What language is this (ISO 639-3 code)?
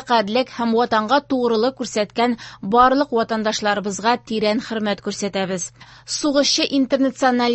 tat